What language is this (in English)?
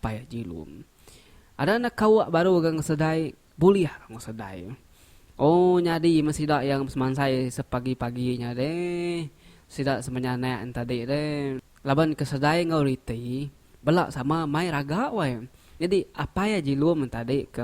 Iban